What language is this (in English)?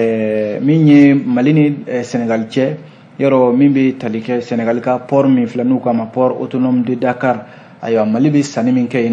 Bambara